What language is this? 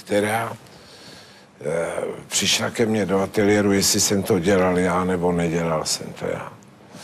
Czech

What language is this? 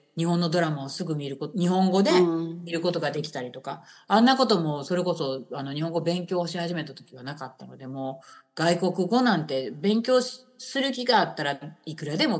Japanese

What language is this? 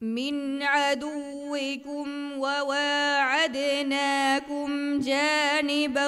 Divehi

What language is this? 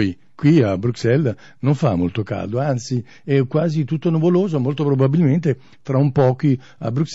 Italian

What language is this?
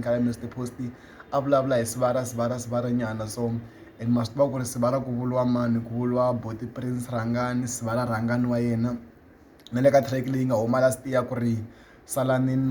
Tsonga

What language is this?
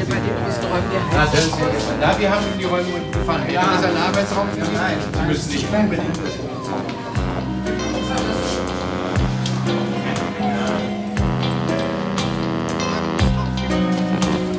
German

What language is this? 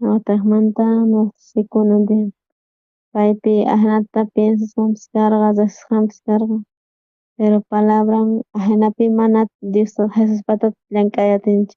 South Bolivian Quechua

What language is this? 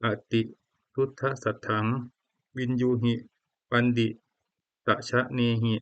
Pali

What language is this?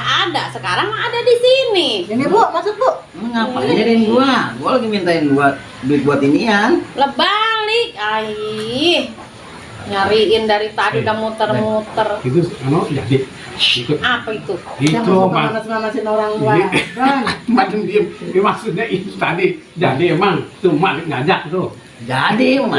Betawi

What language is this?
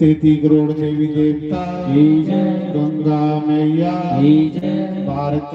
Dogri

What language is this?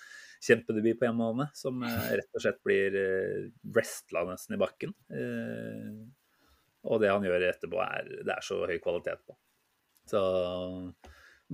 Norwegian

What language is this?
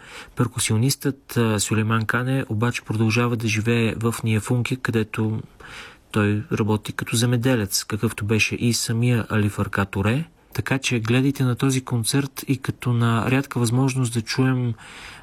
Bulgarian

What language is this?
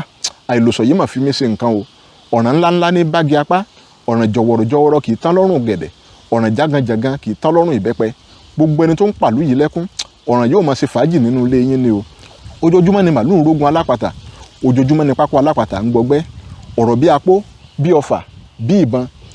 Yoruba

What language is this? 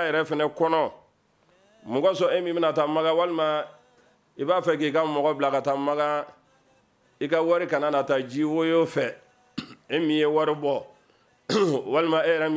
Bambara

